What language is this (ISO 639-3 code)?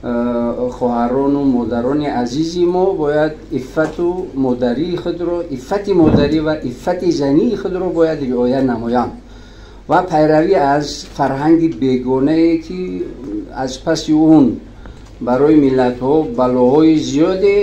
tgk